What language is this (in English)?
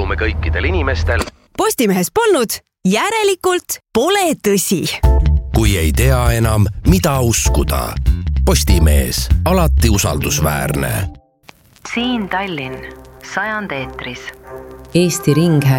Estonian